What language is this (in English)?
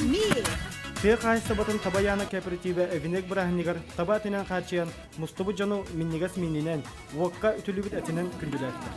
Yakut